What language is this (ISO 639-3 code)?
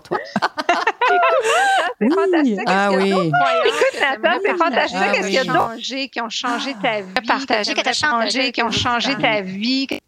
fra